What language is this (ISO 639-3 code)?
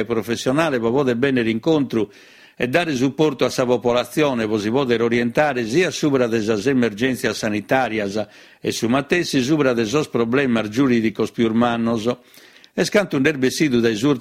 srd